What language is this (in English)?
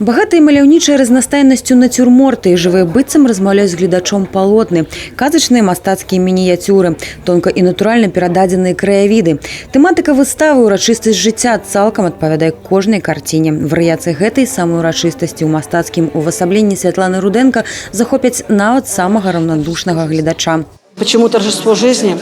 Belarusian